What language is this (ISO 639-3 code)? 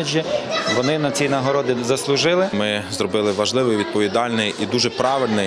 ukr